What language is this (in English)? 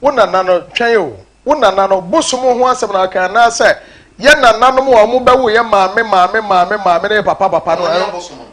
Akan